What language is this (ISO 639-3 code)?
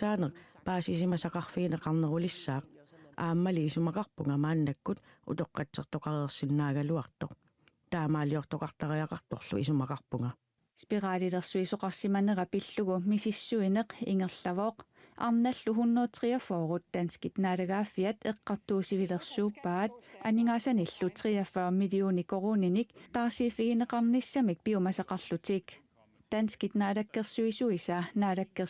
kal